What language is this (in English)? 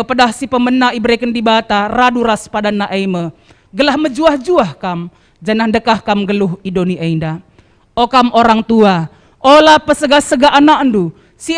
Batak Karo